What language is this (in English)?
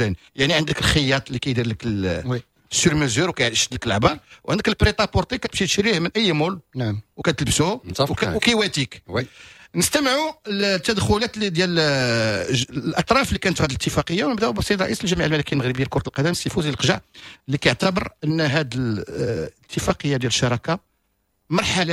Moroccan Arabic